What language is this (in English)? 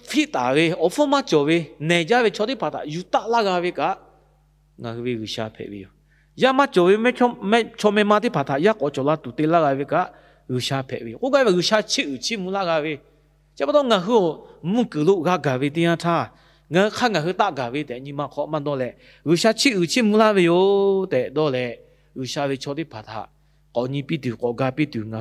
Lahu